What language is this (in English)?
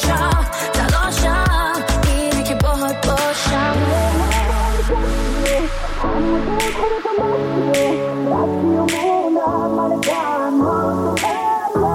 Persian